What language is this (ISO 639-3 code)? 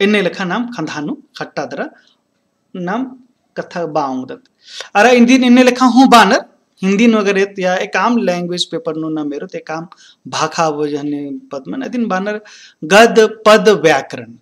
kru